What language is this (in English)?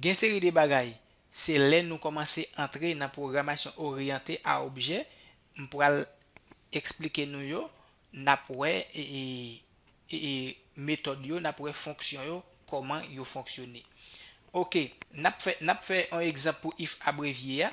Haitian Creole